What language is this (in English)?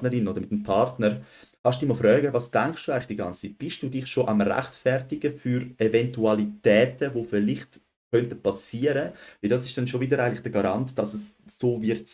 Swiss German